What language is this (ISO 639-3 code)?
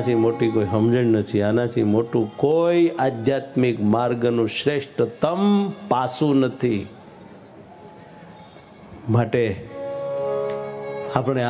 guj